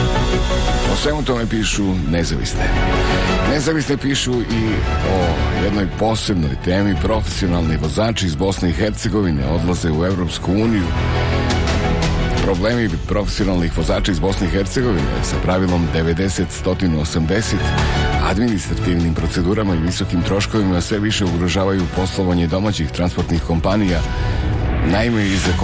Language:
Bosnian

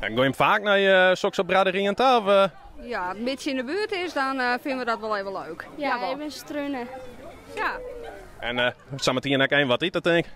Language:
Western Frisian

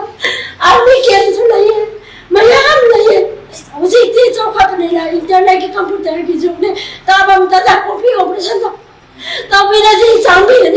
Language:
Manipuri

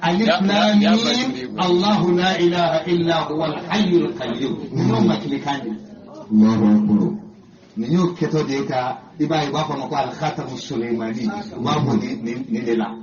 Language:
Bambara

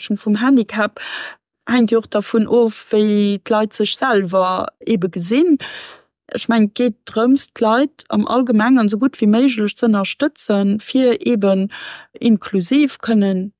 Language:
Luxembourgish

